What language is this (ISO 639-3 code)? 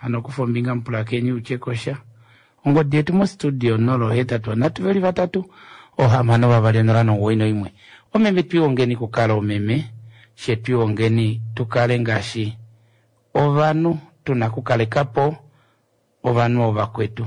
kua